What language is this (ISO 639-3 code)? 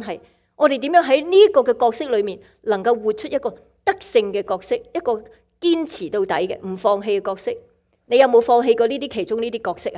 yue